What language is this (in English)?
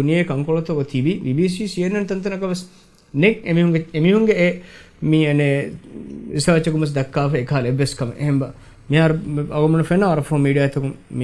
Divehi